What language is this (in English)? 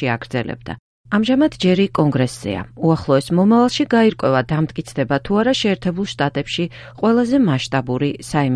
Georgian